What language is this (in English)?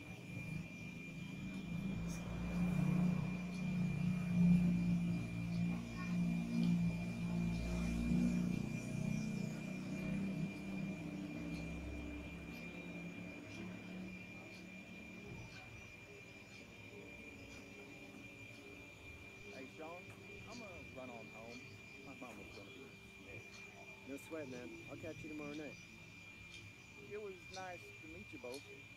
English